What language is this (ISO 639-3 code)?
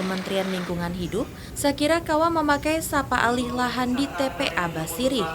bjn